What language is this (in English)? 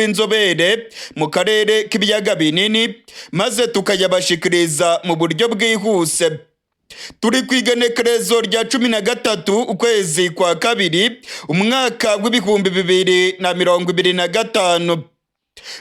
Rundi